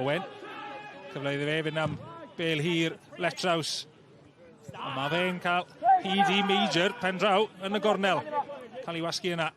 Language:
Welsh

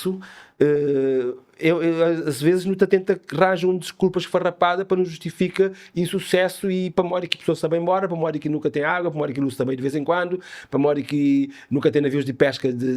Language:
Kabuverdianu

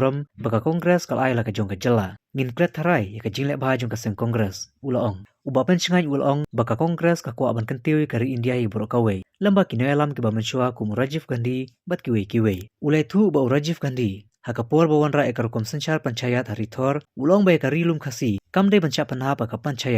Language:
Khasi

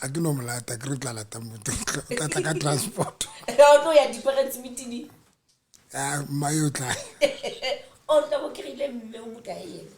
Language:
Southern Sotho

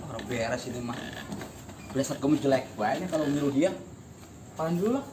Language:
Betawi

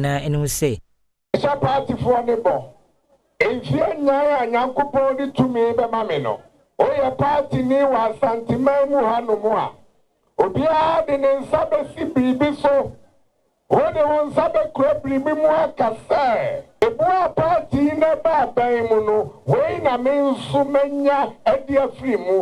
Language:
Akan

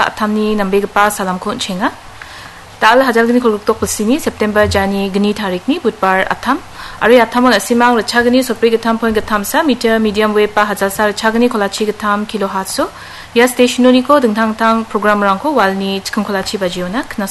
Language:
Garo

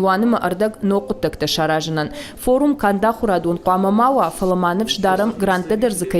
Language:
Ossetic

